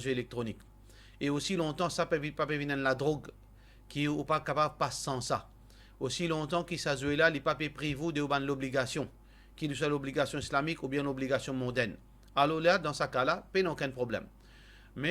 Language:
Morisyen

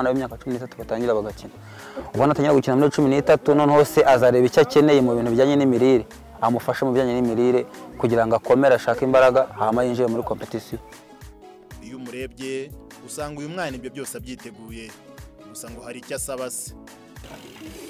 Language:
Kinyarwanda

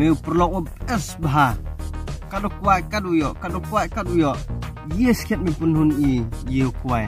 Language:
Khasi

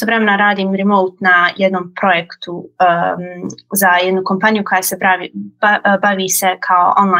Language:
Serbian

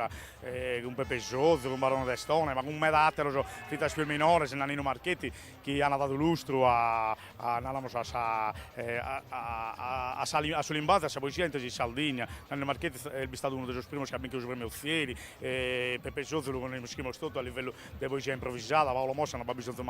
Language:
Sardinian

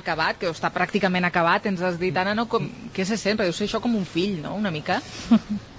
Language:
Catalan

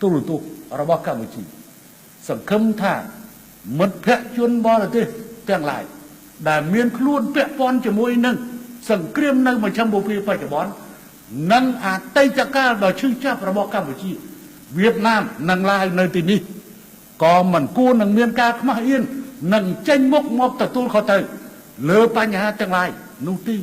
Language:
Khmer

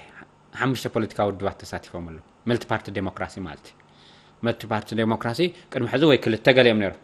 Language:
Tigrinya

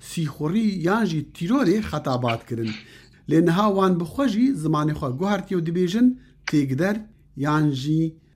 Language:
Kurdish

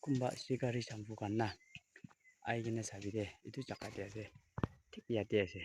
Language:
Naga Pidgin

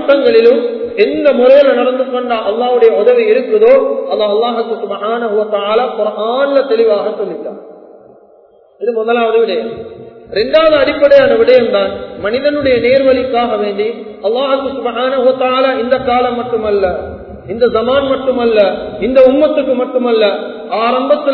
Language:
Tamil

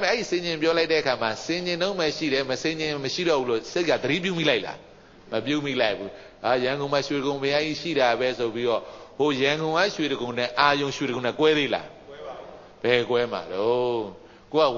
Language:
Burmese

